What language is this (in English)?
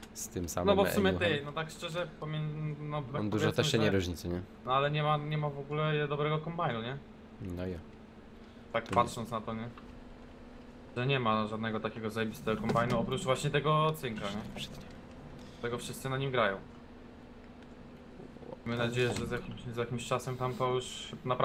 Polish